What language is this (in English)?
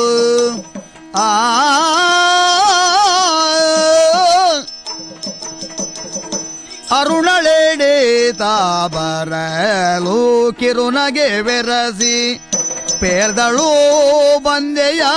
Kannada